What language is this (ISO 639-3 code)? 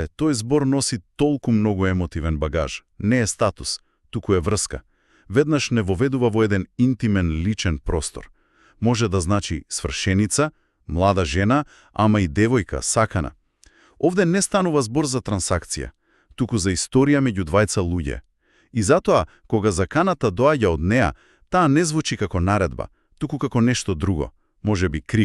mkd